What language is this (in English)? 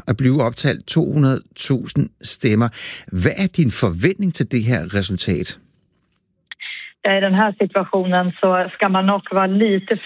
Danish